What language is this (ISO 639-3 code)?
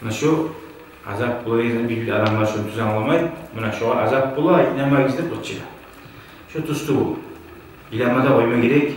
kum